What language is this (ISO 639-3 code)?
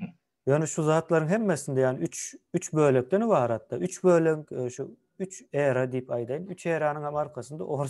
tuk